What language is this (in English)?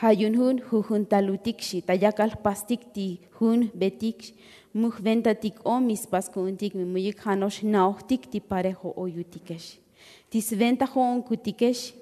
Tzotzil